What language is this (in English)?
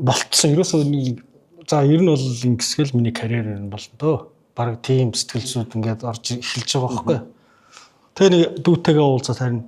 Mongolian